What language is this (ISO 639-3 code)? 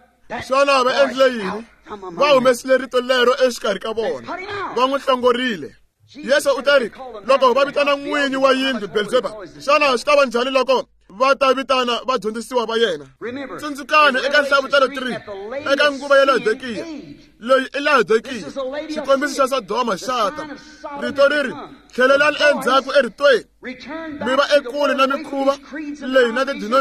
tso